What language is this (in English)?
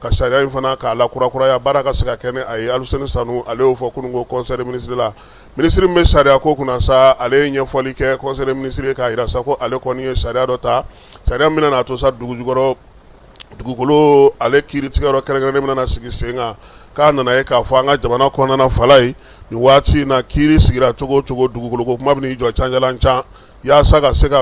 Bambara